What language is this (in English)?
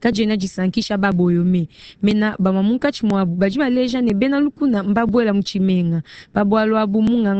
Luba-Lulua